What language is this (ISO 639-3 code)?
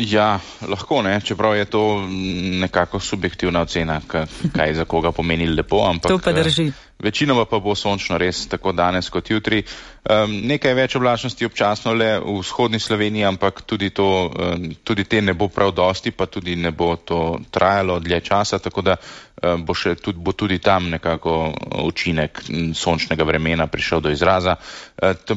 slv